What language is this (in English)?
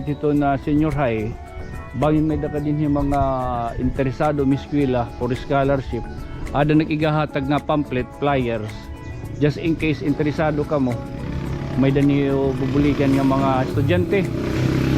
Waray